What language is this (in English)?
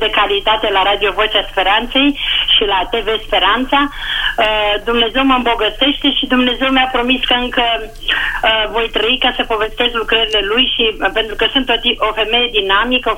Romanian